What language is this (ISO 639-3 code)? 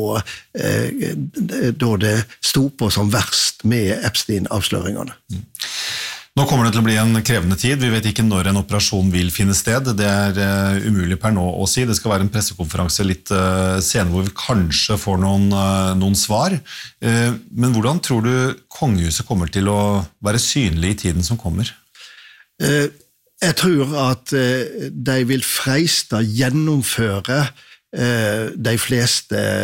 nor